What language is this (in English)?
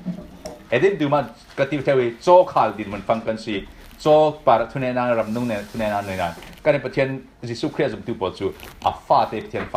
Falam Chin